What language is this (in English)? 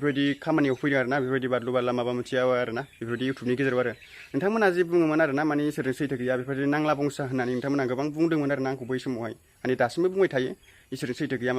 Bodo